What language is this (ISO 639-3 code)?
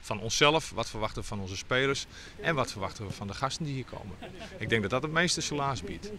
fry